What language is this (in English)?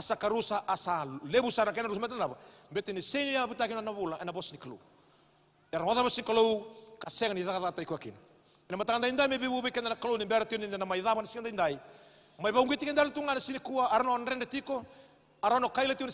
Fijian